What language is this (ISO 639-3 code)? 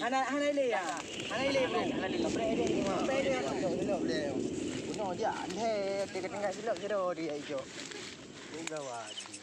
ace